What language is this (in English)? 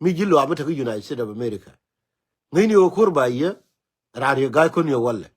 Nuer